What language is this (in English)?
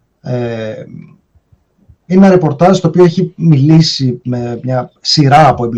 Greek